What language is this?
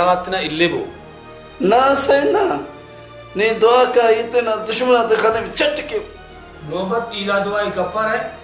Brahui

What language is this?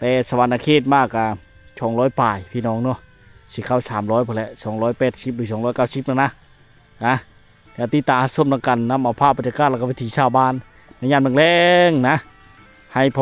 Lao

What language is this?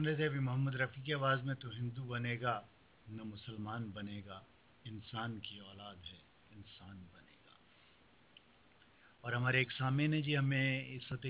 Hindi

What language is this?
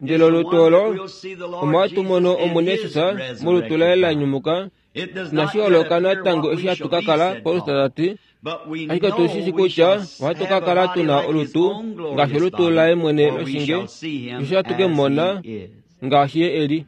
Kuanyama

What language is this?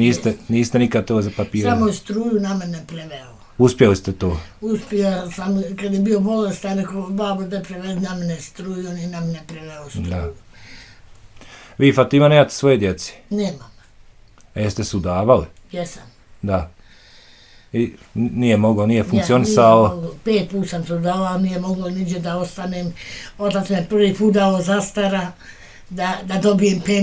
Bosnian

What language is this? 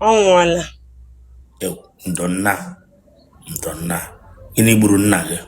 Igbo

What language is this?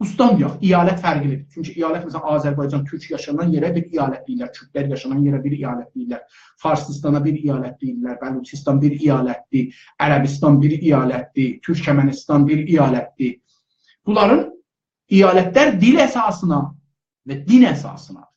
South Azerbaijani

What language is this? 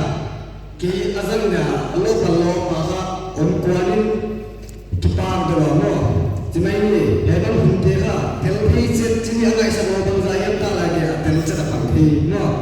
Paite Chin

